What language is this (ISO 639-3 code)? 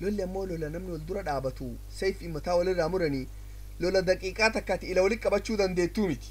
orm